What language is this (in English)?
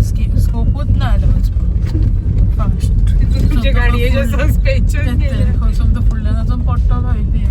Konkani